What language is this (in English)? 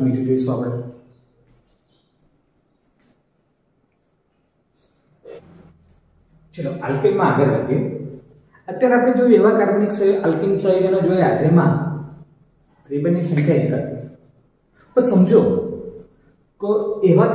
Gujarati